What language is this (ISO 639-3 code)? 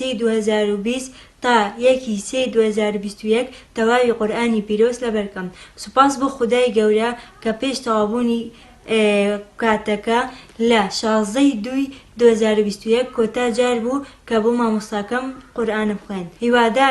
ckb